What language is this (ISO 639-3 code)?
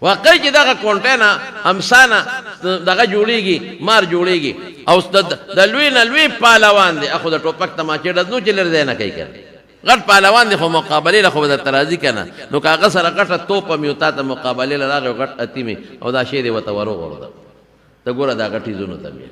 pus